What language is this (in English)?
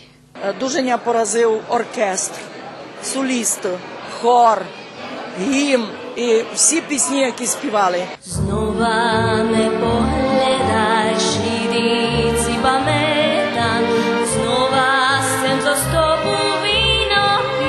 Rusyn